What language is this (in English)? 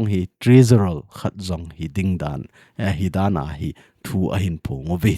Thado Chin